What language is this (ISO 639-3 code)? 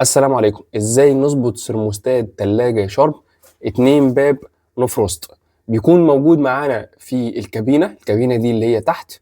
arz